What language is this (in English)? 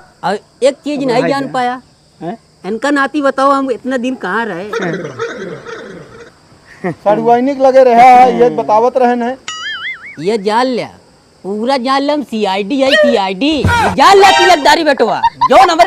Awadhi